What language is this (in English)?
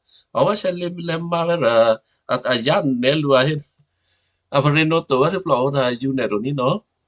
Western Kayah